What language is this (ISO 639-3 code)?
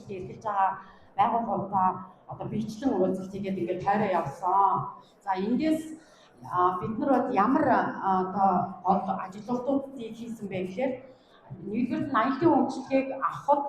mon